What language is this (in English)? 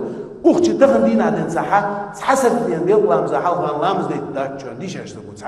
Chechen